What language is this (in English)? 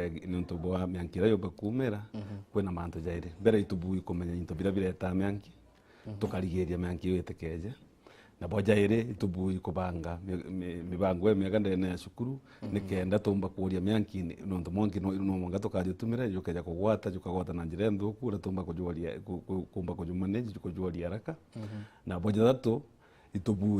Meru